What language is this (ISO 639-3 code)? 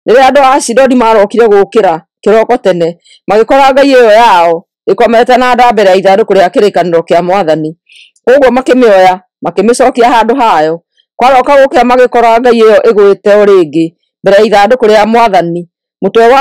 kik